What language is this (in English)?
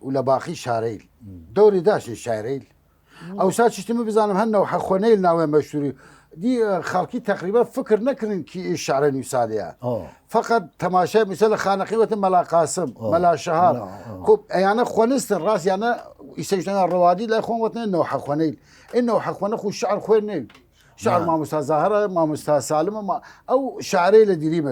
Southern Kurdish